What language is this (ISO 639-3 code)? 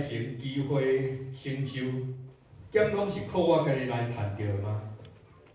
nan